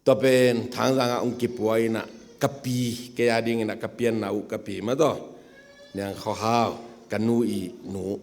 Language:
Tedim Chin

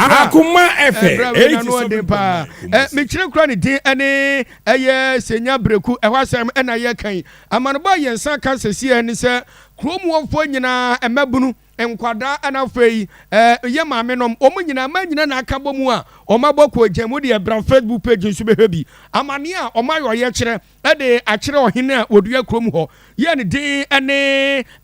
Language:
Akan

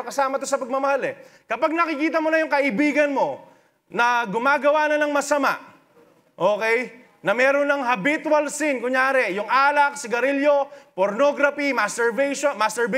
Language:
Filipino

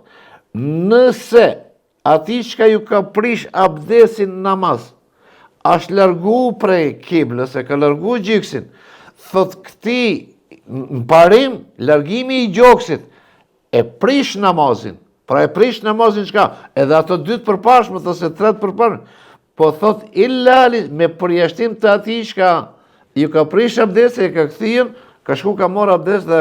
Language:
Albanian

